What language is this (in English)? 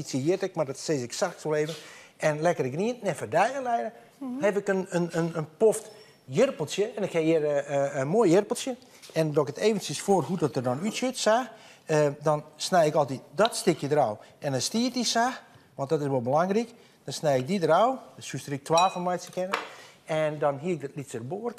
Western Frisian